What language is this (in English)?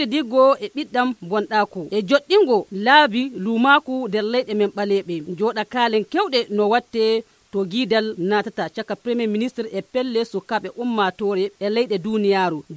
Nigerian Fulfulde